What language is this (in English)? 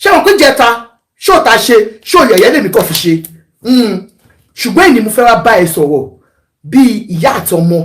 Yoruba